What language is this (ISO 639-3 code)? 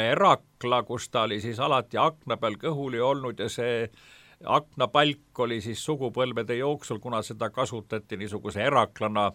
est